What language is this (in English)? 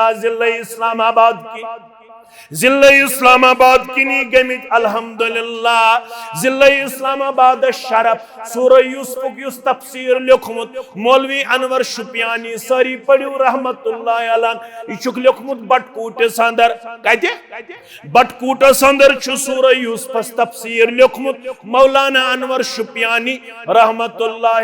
Kashmiri